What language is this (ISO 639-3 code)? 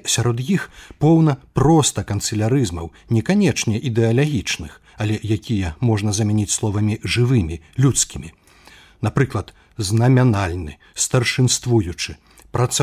bel